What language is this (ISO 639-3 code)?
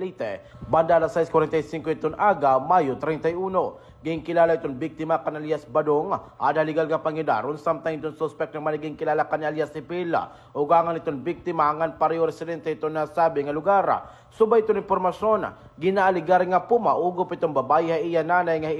war